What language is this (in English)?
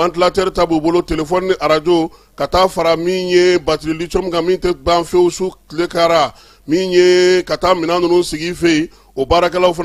Bambara